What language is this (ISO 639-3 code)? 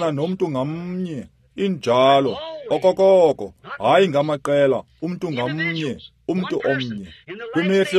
xho